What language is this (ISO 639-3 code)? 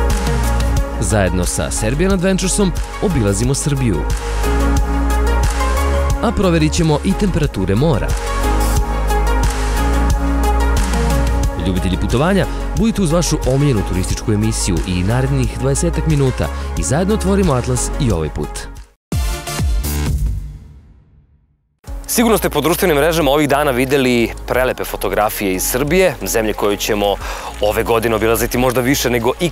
srp